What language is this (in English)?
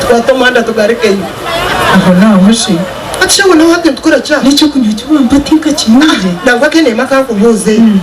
Nyankole